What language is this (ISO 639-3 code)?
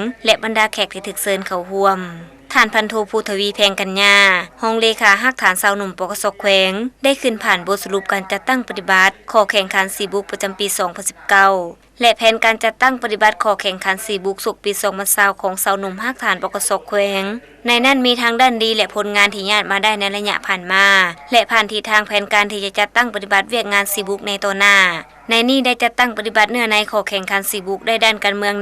lao